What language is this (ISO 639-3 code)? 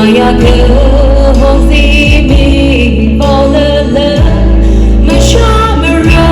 nmf